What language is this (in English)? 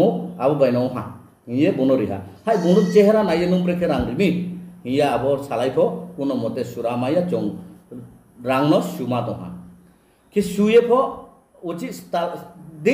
Riang (India)